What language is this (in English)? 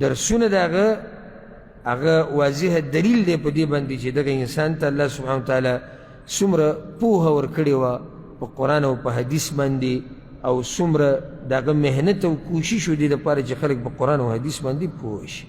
Pashto